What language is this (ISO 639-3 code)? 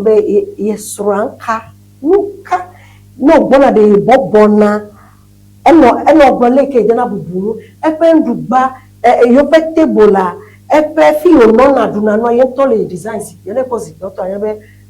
ewe